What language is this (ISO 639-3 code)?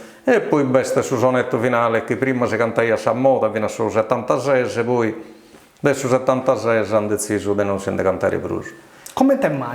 srd